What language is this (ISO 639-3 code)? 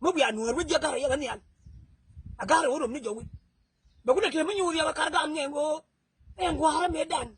nus